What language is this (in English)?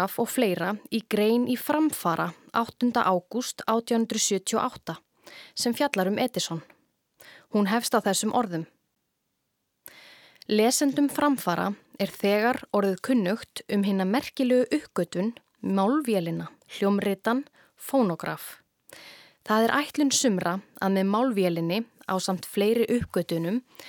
Icelandic